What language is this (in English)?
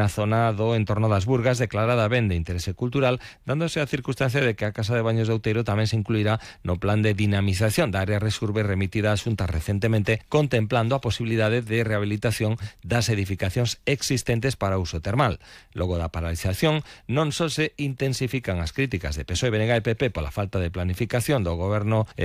Galician